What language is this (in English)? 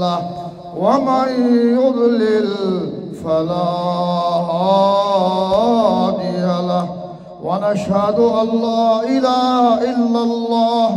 Eastern Balochi